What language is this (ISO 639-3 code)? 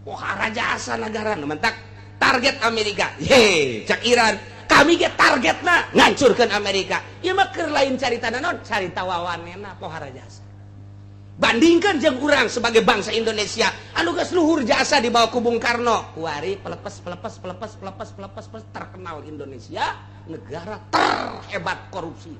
sun